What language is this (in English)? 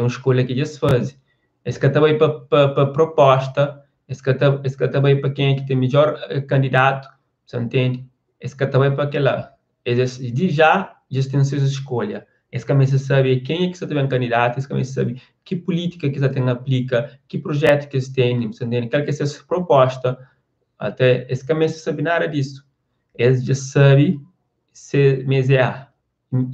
Kabuverdianu